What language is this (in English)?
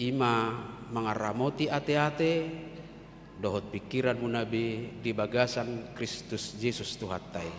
Batak Toba